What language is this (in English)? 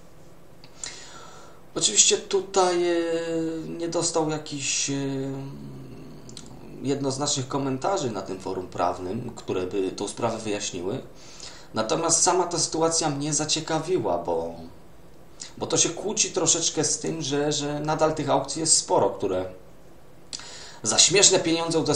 Polish